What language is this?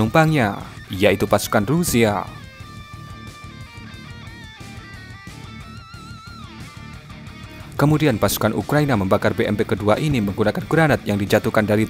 Indonesian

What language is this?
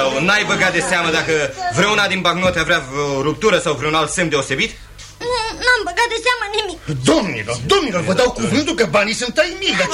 Romanian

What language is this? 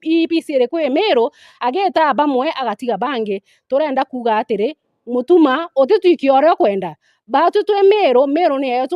Meru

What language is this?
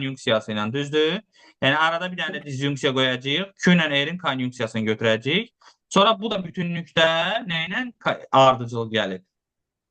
Azerbaijani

